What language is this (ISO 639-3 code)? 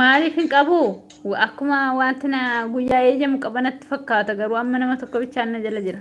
orm